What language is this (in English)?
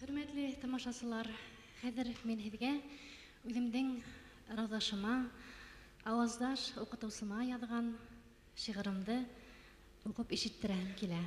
Bashkir